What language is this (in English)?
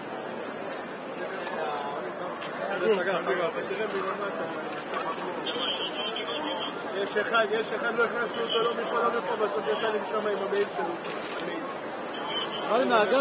Hebrew